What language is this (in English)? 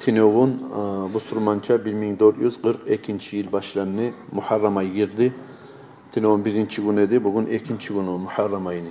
Kumyk